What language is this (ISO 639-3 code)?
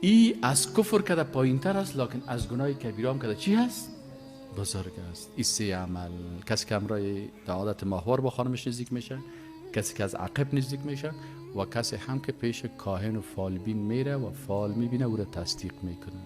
fas